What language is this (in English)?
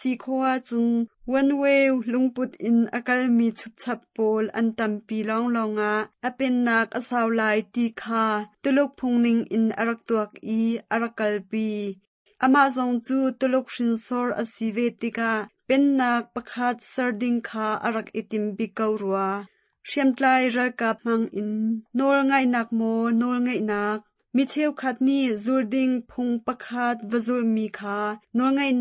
Hakha Chin